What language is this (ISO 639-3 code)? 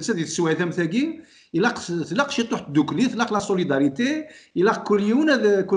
kab